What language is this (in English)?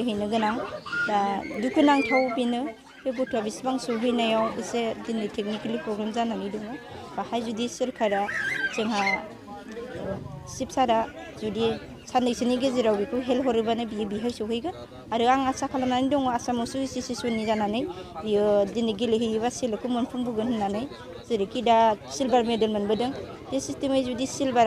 Bodo